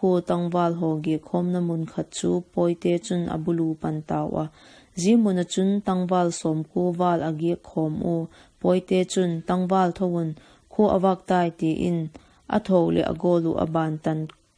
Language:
Vaiphei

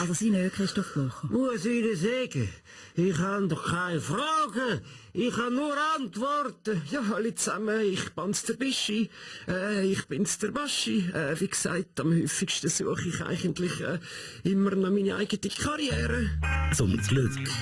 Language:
Swiss German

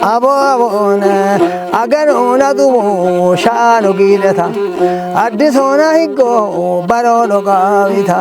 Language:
Kafa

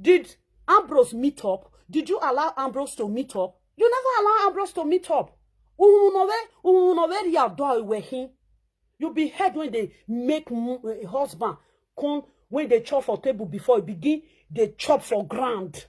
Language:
Nigerian Pidgin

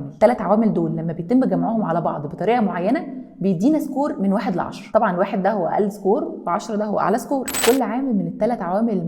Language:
Egyptian Arabic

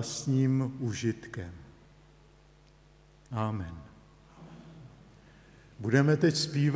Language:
Czech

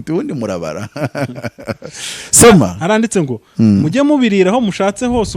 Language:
Kinyarwanda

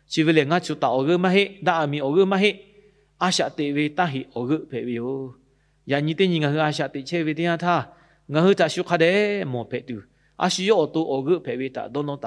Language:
Lahu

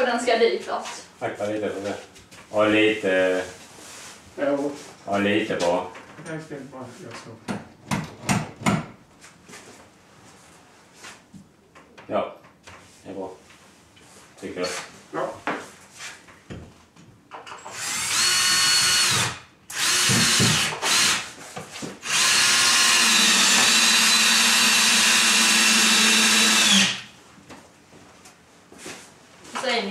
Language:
Swedish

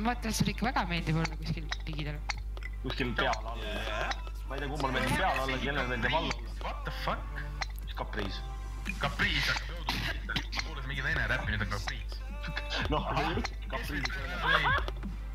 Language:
Estonian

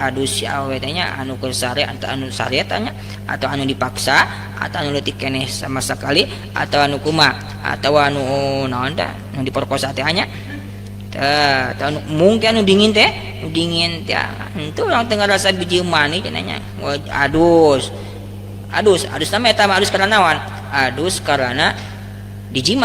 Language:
Sundanese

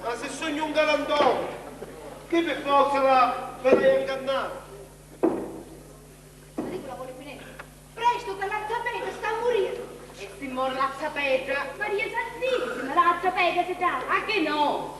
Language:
Sicilian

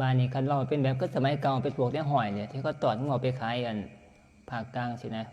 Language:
Northeastern Thai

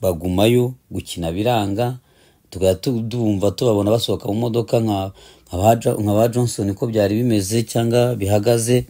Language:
Kinyarwanda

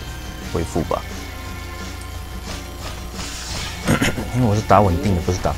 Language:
Chinese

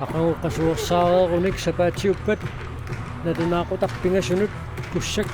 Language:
Kalaallisut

